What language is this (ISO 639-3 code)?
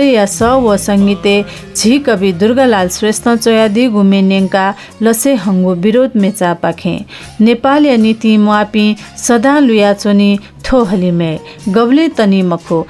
new